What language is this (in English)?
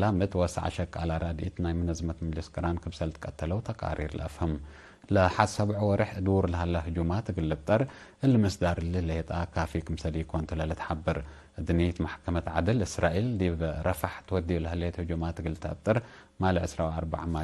Tigre